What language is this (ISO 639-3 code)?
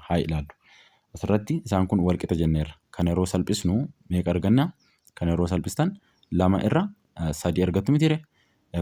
orm